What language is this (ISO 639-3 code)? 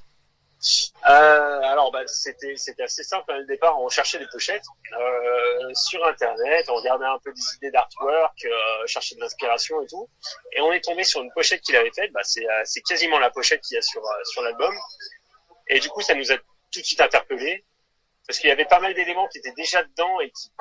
fra